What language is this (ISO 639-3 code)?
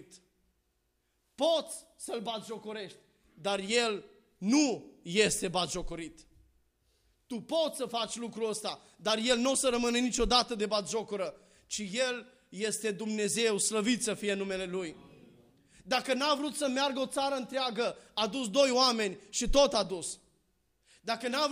ron